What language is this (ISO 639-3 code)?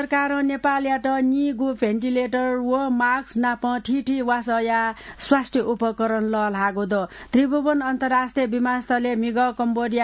new